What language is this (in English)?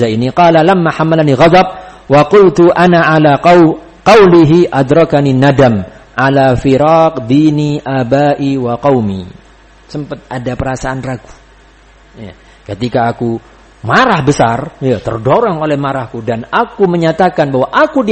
Indonesian